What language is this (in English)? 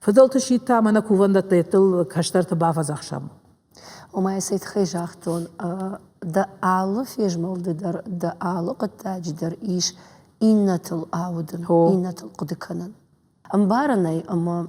Ossetic